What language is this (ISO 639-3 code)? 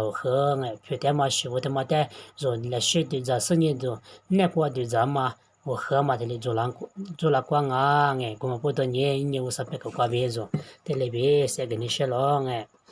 lis